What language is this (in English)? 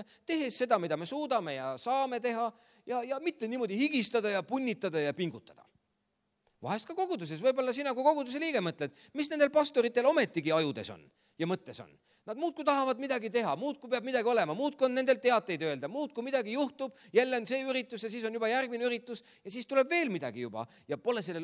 Estonian